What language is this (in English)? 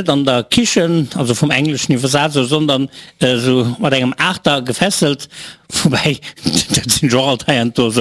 Luxembourgish